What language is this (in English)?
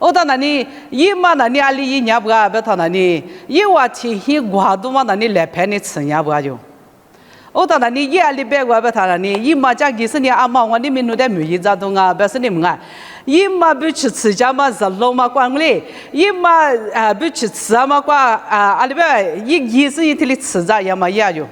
Lisu